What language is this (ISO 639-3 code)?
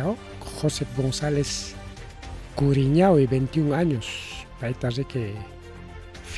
quy